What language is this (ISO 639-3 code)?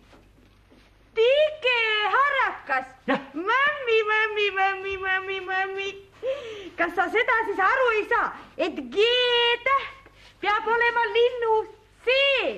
est